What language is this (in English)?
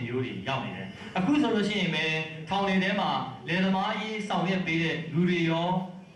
Burmese